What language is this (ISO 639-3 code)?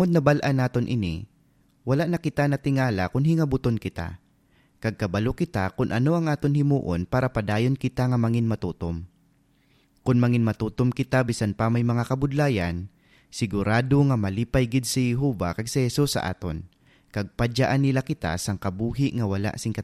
hil